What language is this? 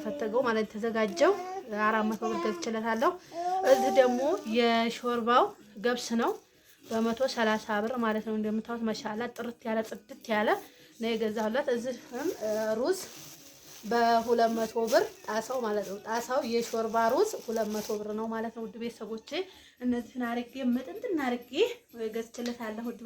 Amharic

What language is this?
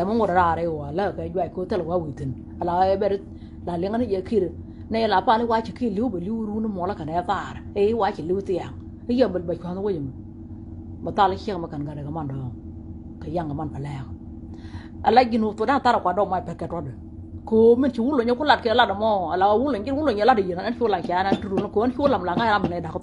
Nuer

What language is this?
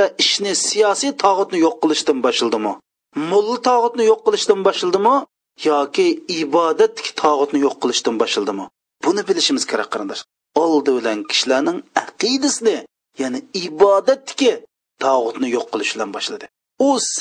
Uyghur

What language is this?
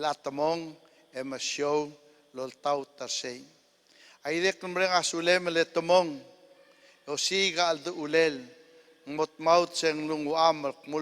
Palauan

